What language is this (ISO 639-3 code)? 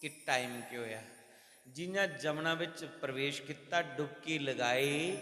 doi